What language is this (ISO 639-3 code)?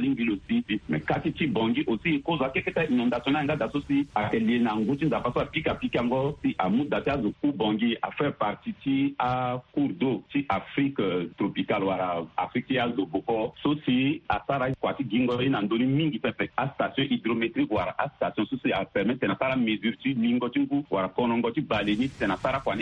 sag